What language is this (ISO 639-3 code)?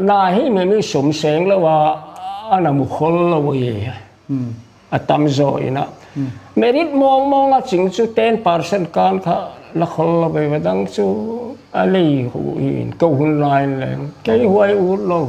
pck